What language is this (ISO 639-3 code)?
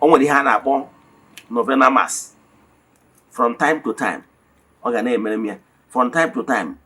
ibo